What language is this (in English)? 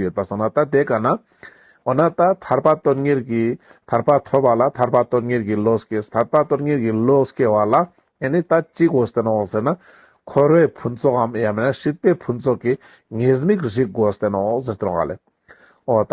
Ladakhi